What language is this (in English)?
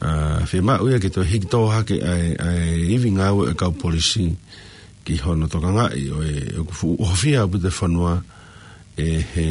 Tongan